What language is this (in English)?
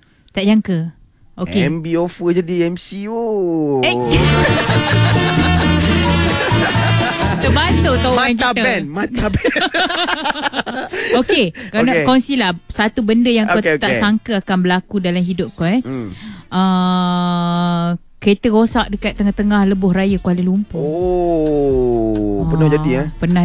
Malay